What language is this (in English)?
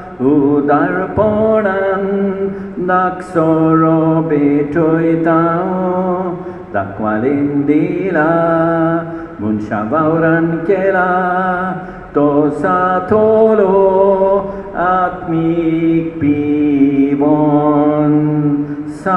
Konkani